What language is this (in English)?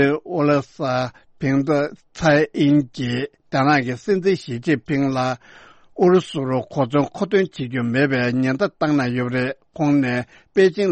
Tibetan